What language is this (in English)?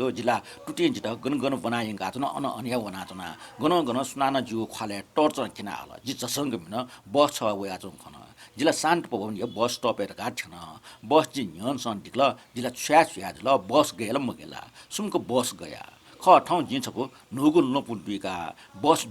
Newari